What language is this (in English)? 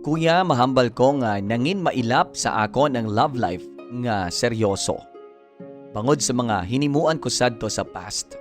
Hiligaynon